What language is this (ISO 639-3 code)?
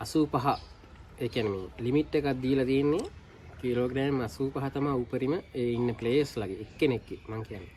sin